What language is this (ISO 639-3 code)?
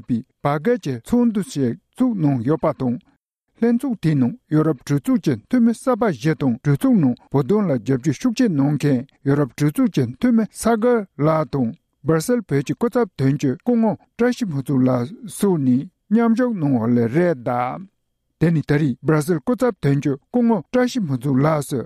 bod